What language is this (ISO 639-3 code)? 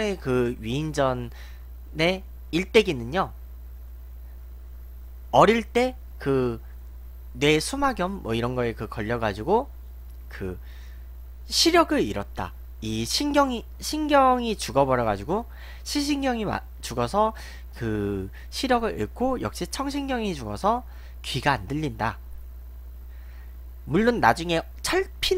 kor